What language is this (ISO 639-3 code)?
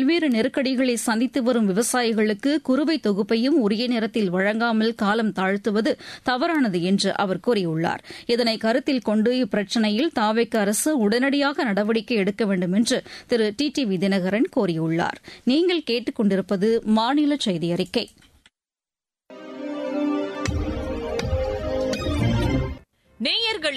tam